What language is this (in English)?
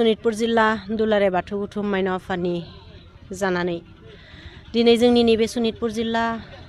Bodo